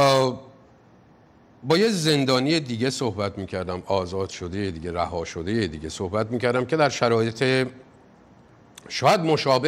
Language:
Persian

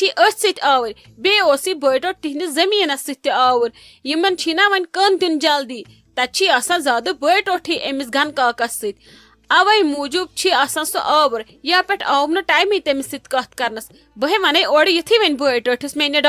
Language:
Kashmiri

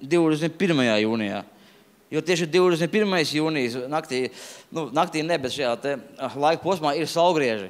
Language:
Latvian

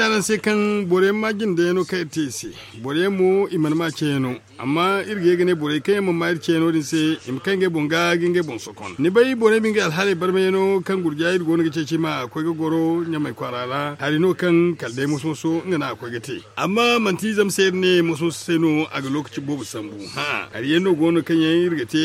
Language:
Zarma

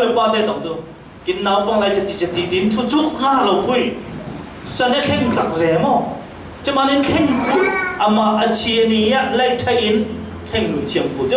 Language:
Falam Chin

